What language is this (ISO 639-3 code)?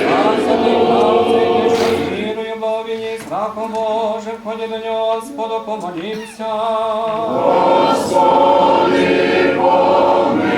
rue